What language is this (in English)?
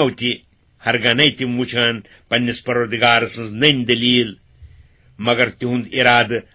Kashmiri